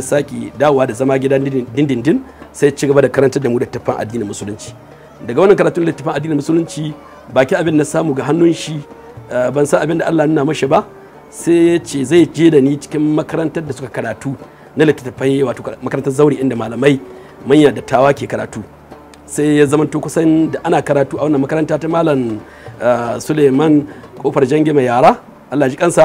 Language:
Hausa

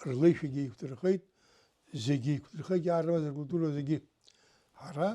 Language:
Abkhazian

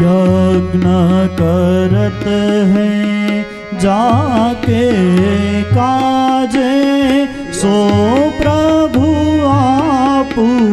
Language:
Hindi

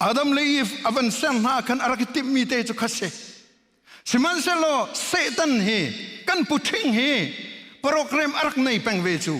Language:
Hakha Chin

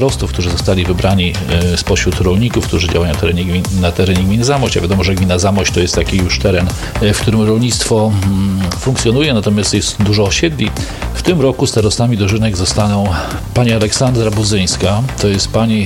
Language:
Polish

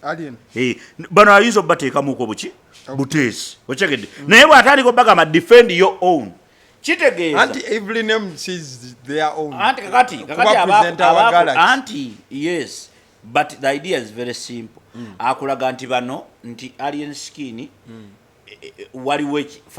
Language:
Ganda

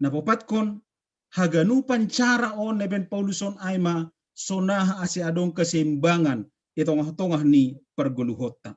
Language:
Batak Simalungun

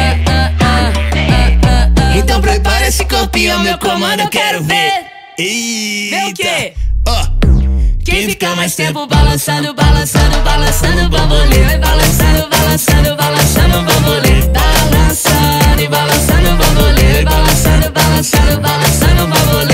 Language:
Portuguese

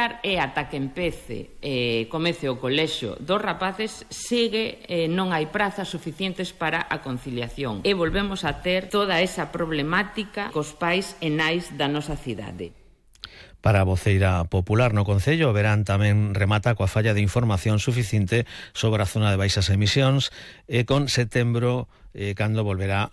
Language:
Galician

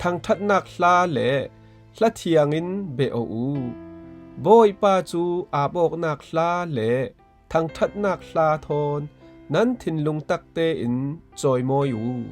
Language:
Falam Chin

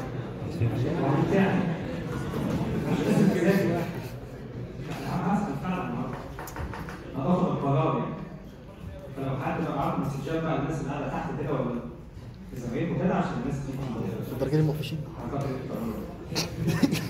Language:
Egyptian Arabic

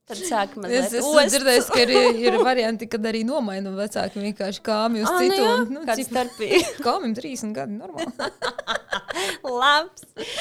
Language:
Latvian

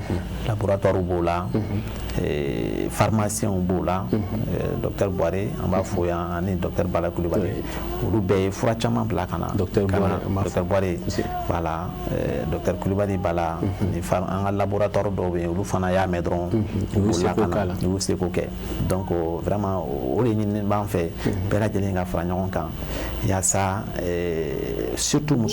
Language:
Bambara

